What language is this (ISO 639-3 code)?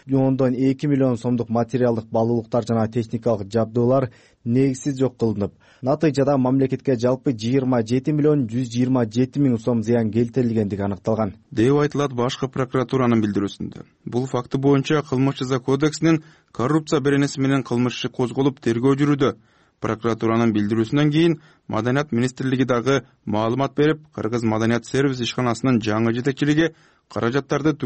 kir